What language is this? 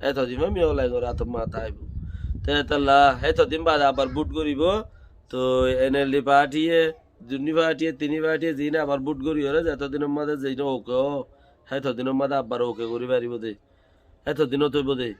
Rohingya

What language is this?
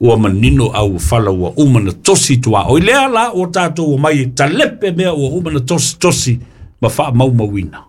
Samoan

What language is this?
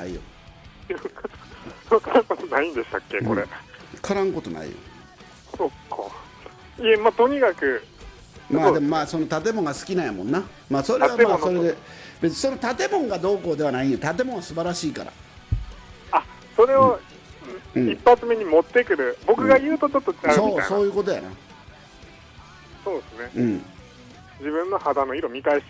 Japanese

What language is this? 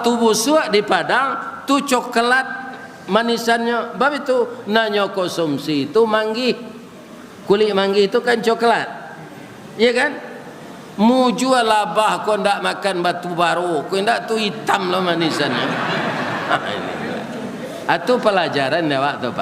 Minangkabau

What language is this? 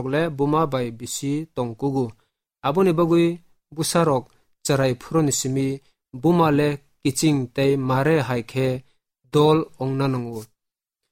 Kok Borok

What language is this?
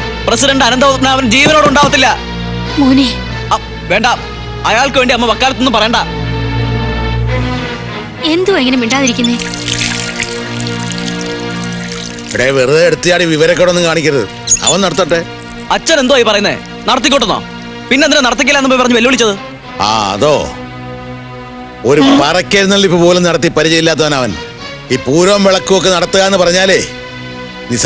Malayalam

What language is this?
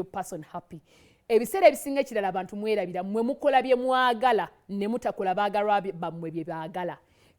Ganda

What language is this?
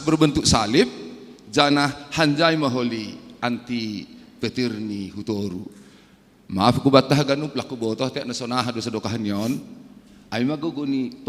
Batak Simalungun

